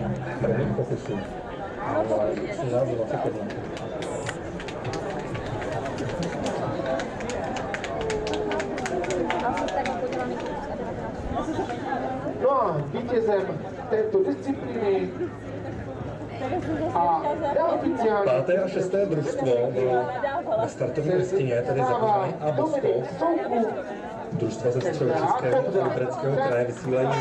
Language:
Czech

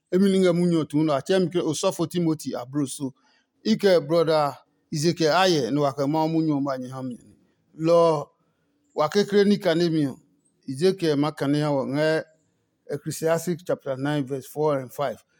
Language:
Adangme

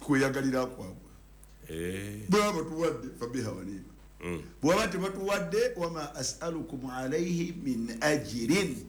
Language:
Ganda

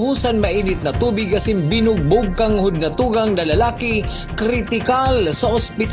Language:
Bikol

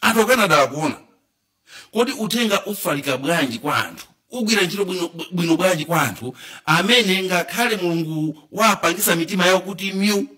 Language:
Nyanja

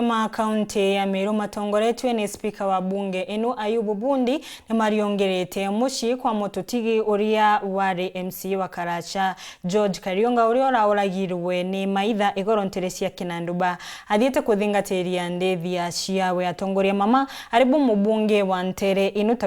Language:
Meru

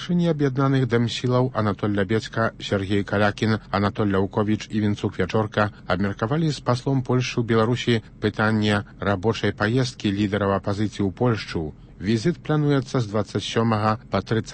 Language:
Belarusian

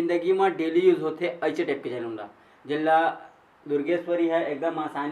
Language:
Chhattisgarhi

